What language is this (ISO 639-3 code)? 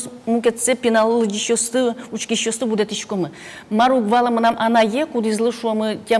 udm